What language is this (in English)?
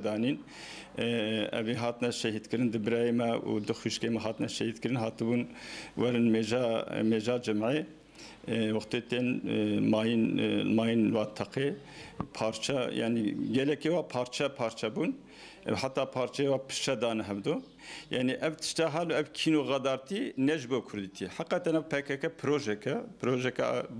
Kurdish